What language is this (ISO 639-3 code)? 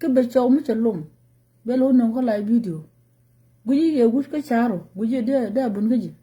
nus